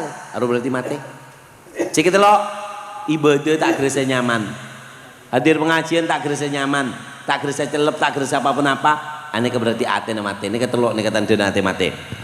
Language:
Madurese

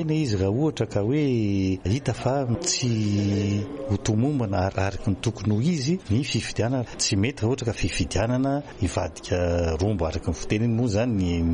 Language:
Malagasy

